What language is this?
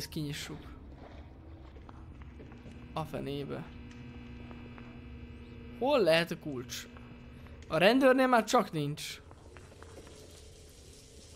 Hungarian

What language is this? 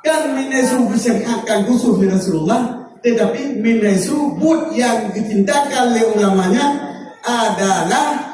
Achinese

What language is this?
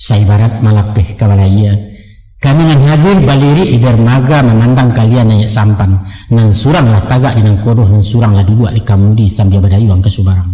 Minangkabau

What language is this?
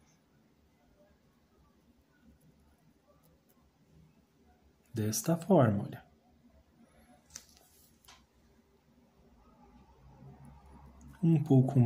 Portuguese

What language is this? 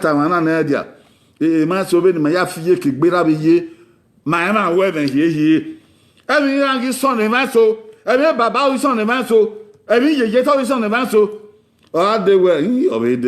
Bini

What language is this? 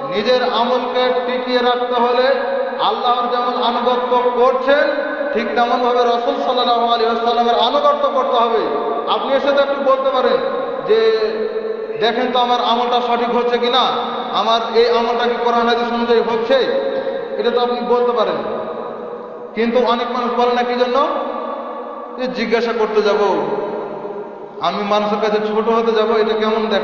Bangla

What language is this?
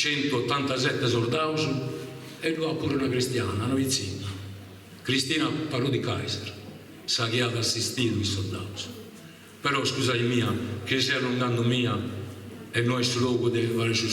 Sardinian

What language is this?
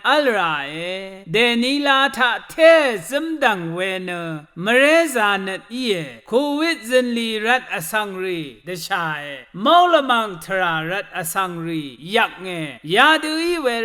Rawang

